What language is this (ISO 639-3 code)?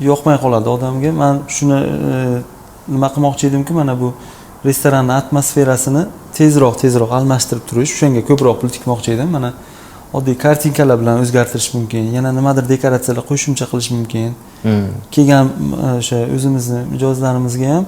uzb